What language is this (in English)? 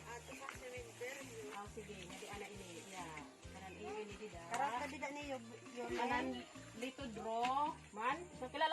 Waray